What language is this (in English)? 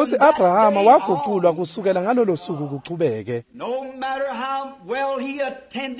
Swati